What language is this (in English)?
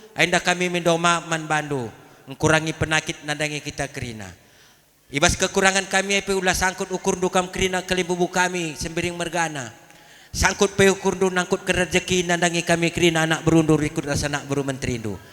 Batak Karo